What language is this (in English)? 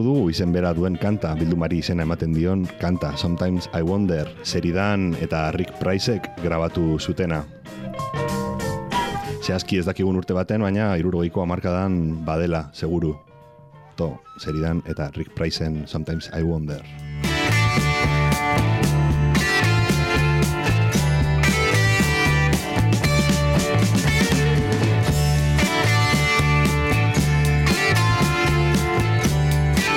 Basque